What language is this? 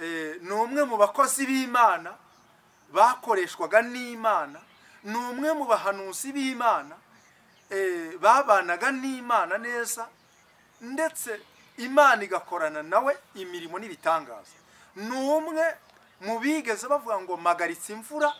Kinyarwanda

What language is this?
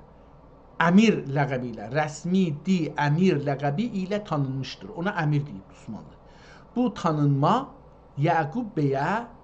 South Azerbaijani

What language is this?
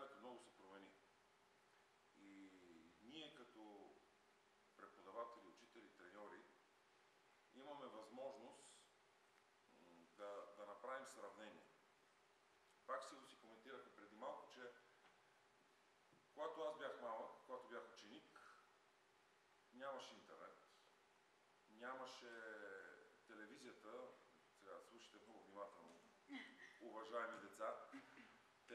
Bulgarian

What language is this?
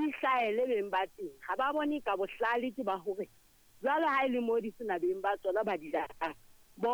Southern Sotho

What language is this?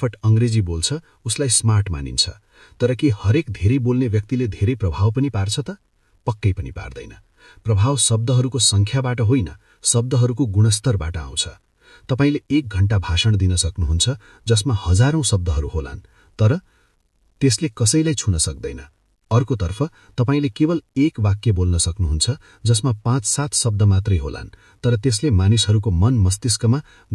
Nepali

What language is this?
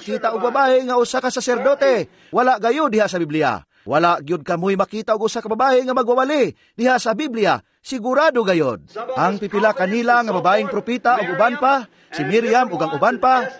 Cebuano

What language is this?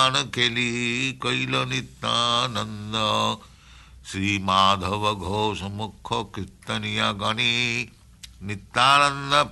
Bangla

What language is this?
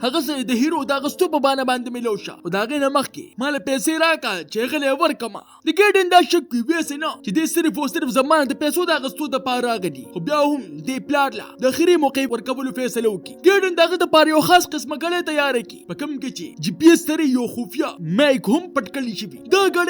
Pashto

